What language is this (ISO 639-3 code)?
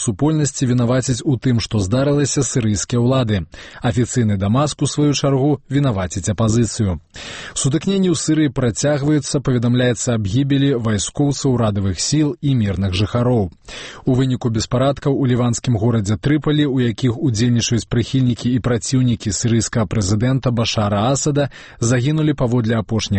bel